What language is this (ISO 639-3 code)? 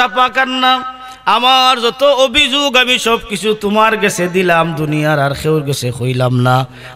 syl